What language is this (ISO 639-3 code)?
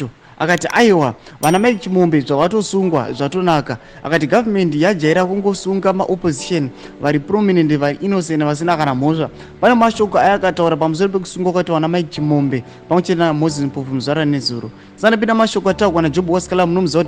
sna